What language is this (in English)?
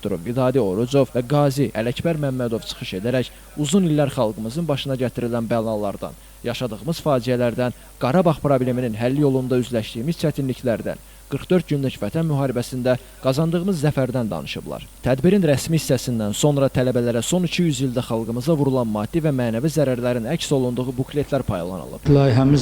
Azerbaijani